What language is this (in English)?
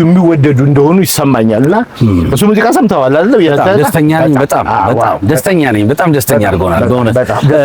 Amharic